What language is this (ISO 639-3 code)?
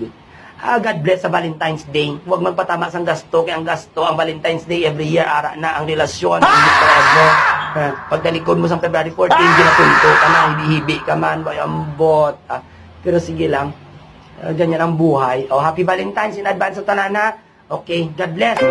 hil